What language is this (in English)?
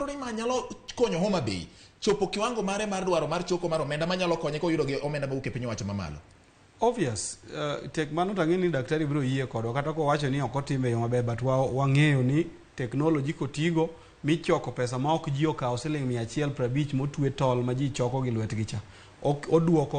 Luo (Kenya and Tanzania)